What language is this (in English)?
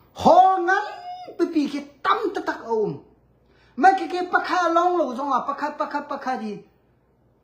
Hakha Chin